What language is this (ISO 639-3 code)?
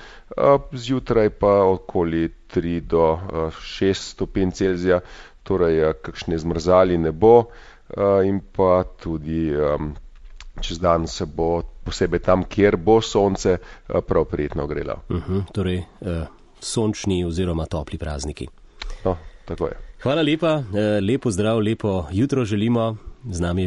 slv